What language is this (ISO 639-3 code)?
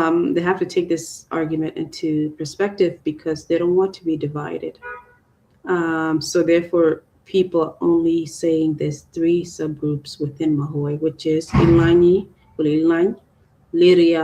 ach